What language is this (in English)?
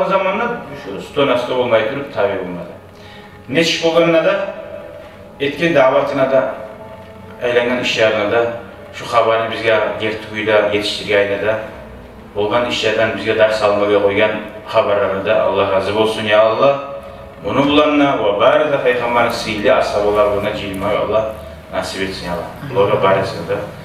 Kumyk